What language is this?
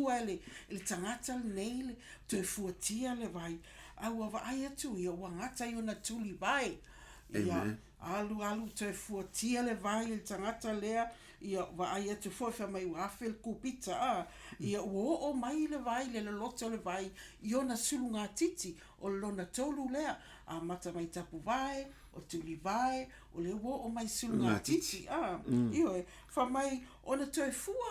Samoan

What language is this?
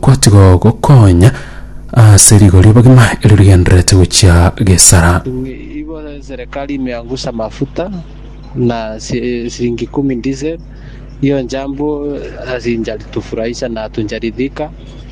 Gusii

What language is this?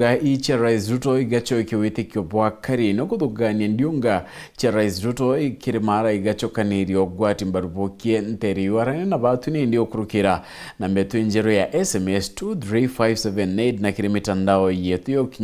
Meru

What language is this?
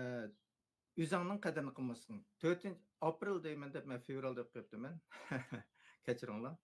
Uyghur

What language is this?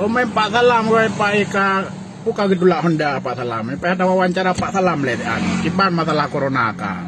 Achinese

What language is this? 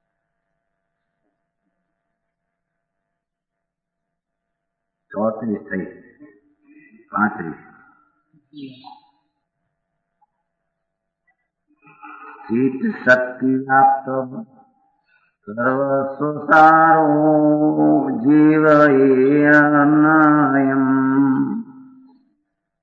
Gujarati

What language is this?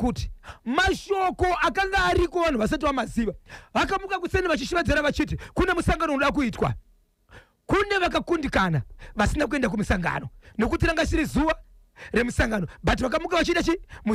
Shona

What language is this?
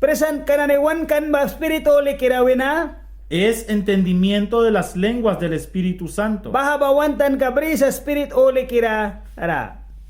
Mískito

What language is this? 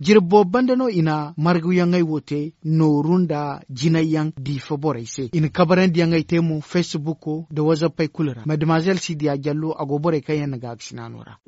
Zarma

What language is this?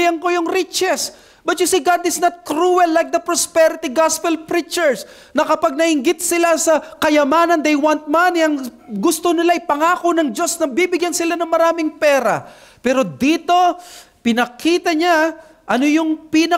Filipino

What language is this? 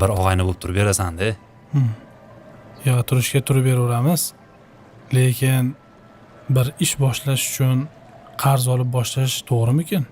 Uzbek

